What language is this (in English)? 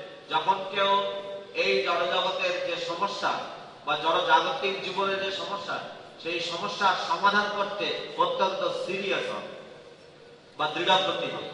Bangla